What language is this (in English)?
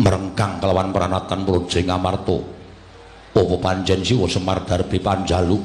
Javanese